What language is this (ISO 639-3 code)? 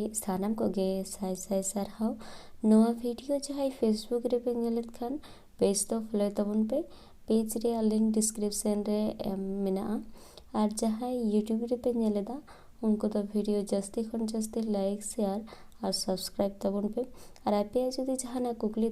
sat